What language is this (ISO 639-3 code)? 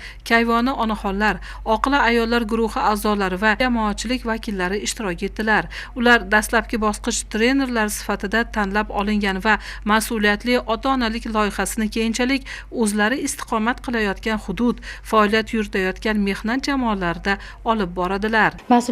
uzb